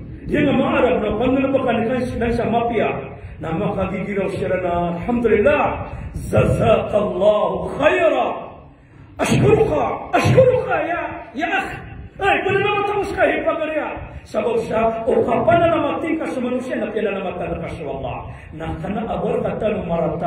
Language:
Maranao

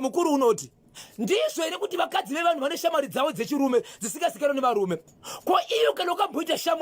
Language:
Shona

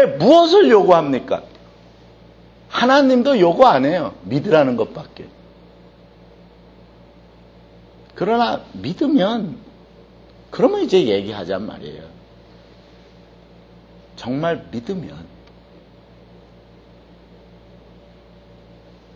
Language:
Korean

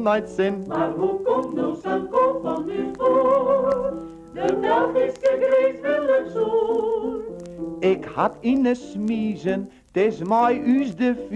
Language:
Western Frisian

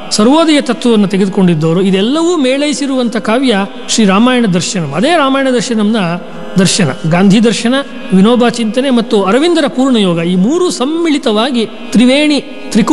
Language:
Kannada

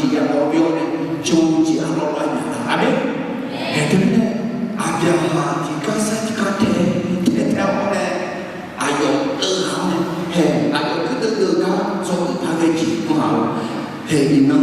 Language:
Akha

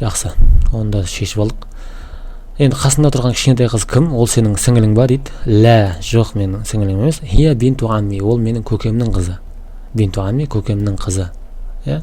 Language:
Kazakh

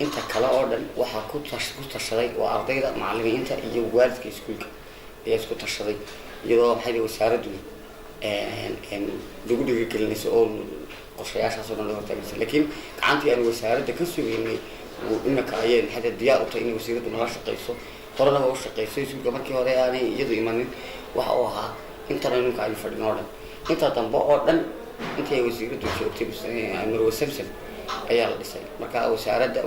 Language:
Somali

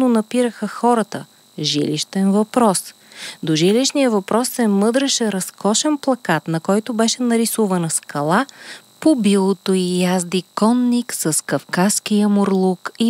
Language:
Bulgarian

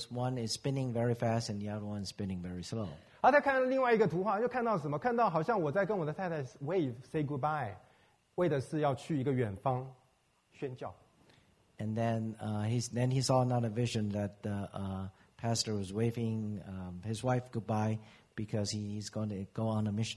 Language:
Chinese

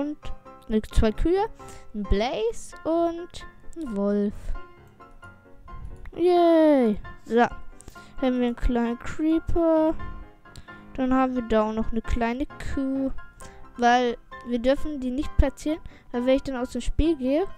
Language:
German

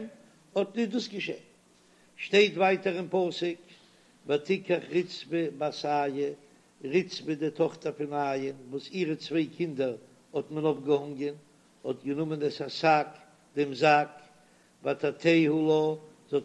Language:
Yiddish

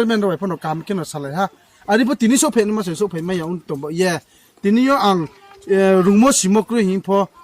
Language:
Riang (India)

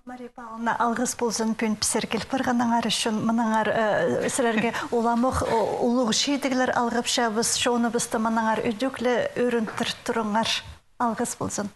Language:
Khakas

